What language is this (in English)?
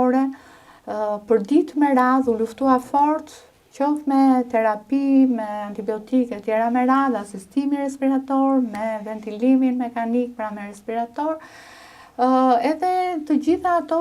Albanian